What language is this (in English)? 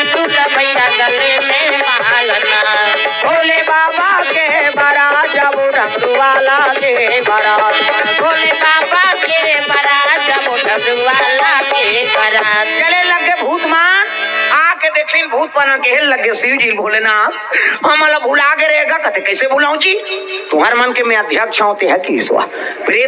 Chhattisgarhi